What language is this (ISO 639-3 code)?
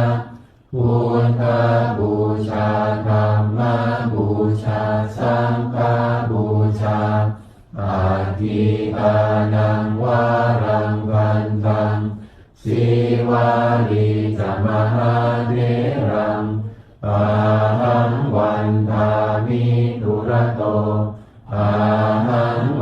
pli